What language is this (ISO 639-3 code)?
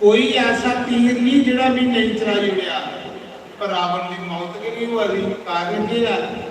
doi